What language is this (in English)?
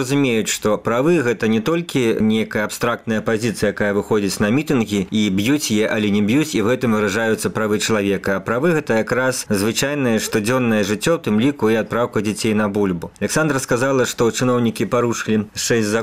Belarusian